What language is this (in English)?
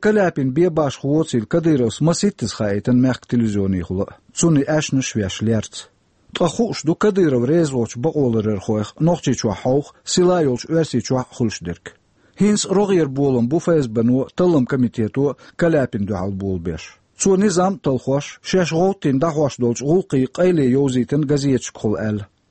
Chechen